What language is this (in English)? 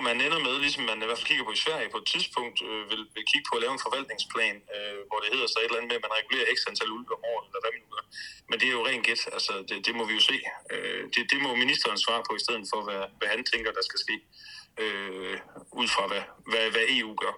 Danish